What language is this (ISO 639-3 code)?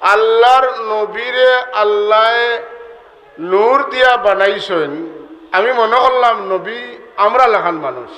syl